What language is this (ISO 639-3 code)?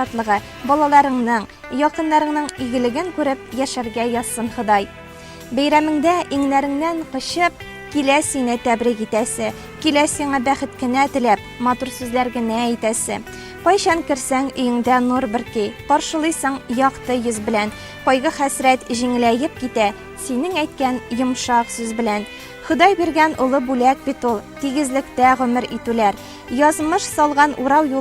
tat